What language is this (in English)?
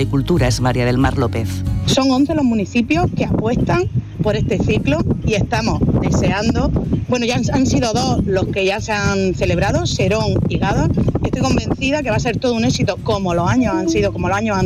Spanish